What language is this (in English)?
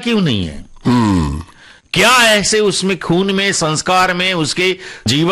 Hindi